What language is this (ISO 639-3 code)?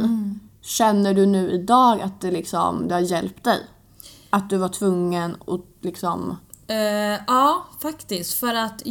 swe